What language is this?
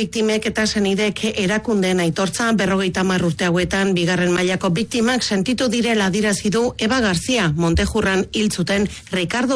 Basque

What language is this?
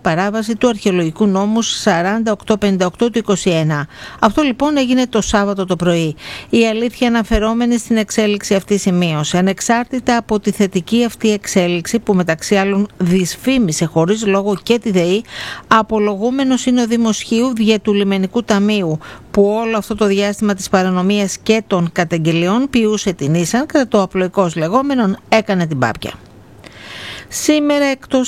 Greek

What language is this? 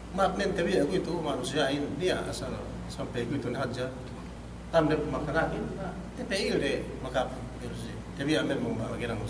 Yakan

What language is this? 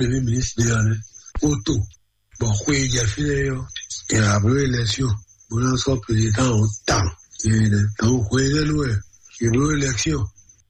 Fon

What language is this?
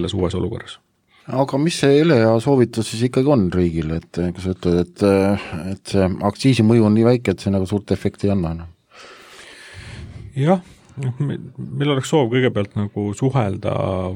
Estonian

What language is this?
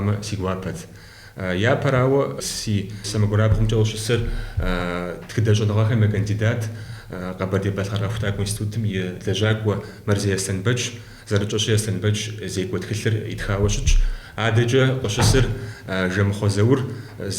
Kabardian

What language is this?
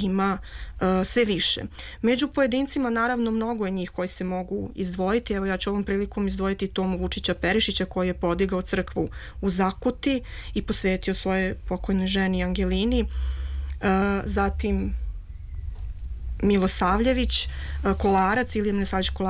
Serbian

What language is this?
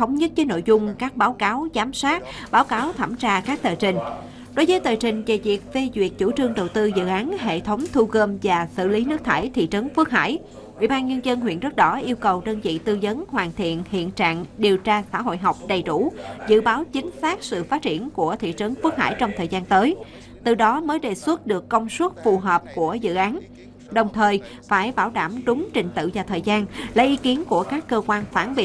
Vietnamese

